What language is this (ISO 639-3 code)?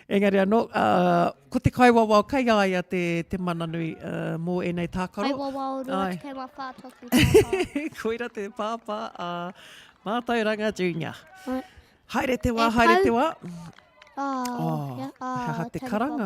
mri